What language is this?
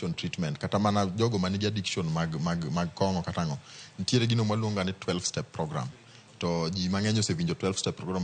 Luo (Kenya and Tanzania)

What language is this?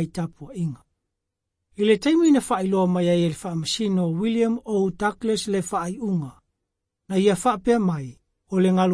Samoan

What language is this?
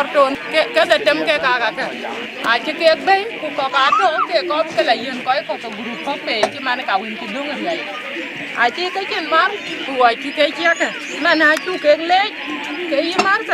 Dinka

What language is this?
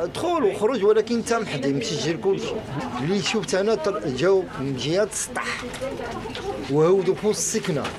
Moroccan Arabic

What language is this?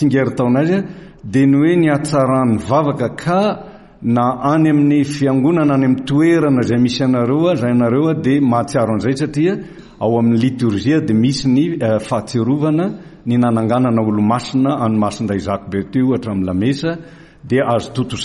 Malagasy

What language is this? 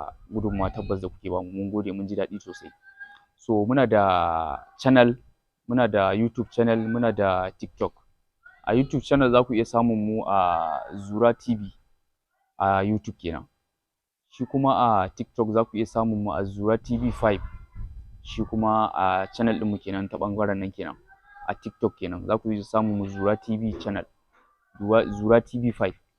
Hausa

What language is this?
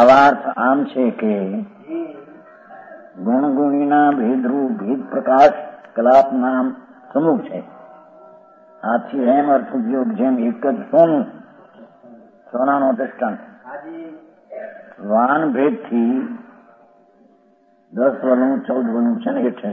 Gujarati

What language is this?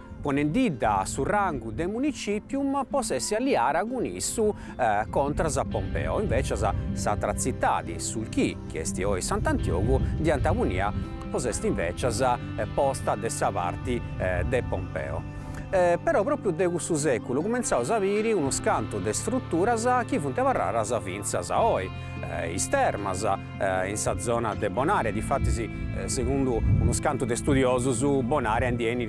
Sardinian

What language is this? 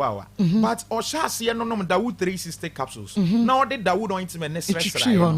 Akan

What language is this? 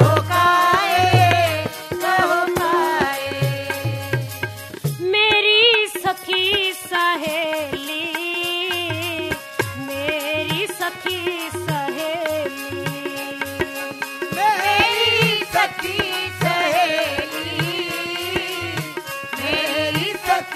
Punjabi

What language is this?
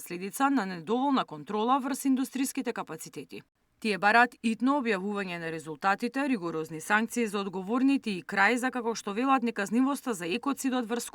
Macedonian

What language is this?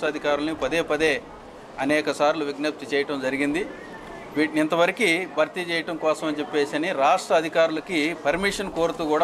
Telugu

